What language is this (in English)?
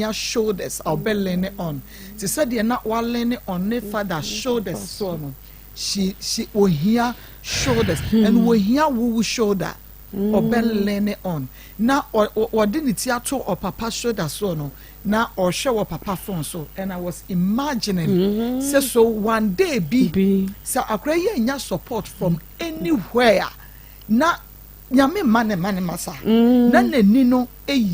Akan